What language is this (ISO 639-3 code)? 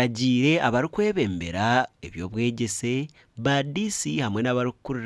nyn